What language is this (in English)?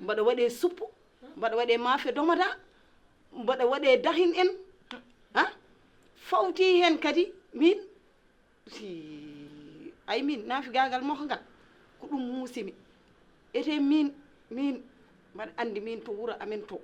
Fula